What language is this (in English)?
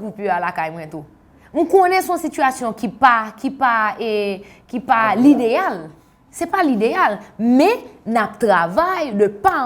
Haitian Creole